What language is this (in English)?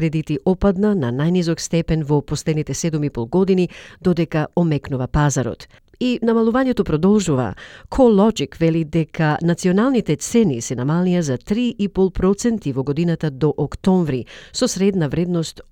Macedonian